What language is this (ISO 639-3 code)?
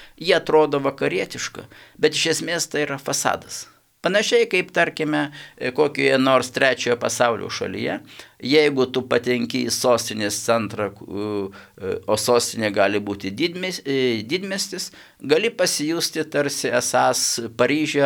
lit